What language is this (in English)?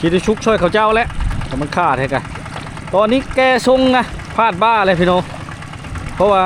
Lao